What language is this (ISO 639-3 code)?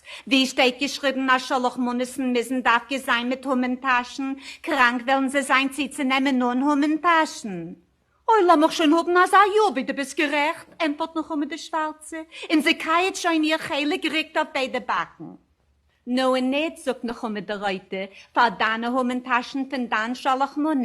yid